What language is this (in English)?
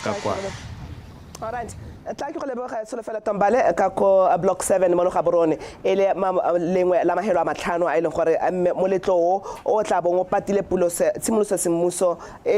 Tswana